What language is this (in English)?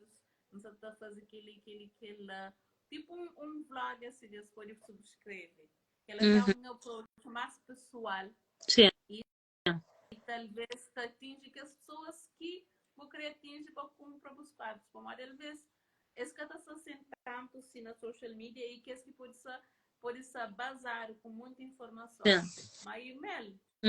Kabuverdianu